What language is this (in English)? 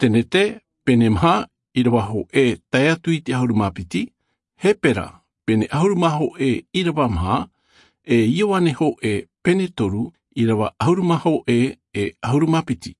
Tahitian